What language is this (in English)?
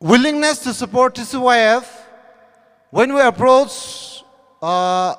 Tangkhul Naga (India)